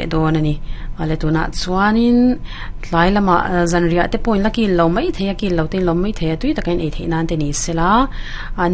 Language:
Mizo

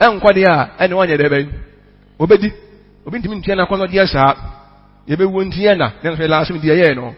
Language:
Akan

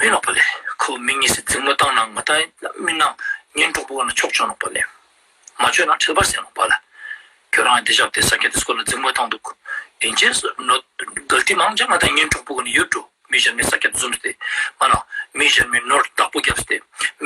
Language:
Ladakhi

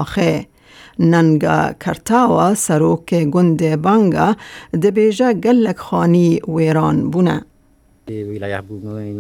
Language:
Kurdish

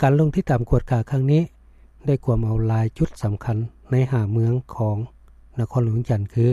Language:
Lao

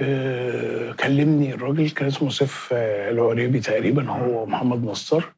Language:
Egyptian Arabic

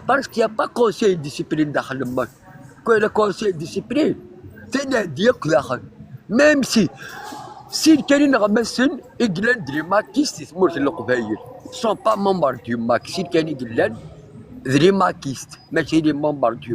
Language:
Kabyle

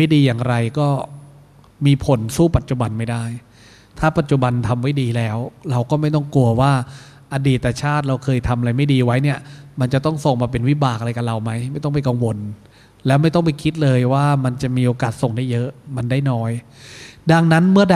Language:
Thai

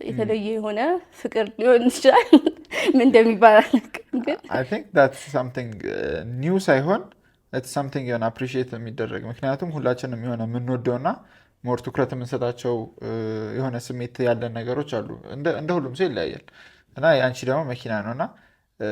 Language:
Amharic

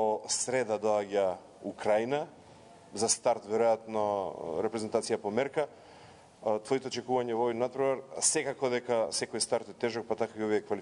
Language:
Macedonian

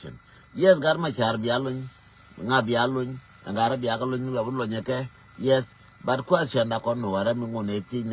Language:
Nuer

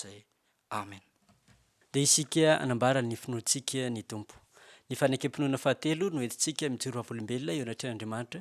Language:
Malagasy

